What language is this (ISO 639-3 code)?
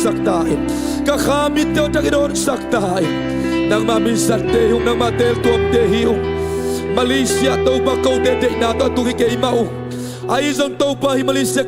ctd